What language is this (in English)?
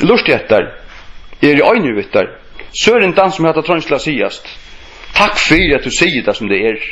Faroese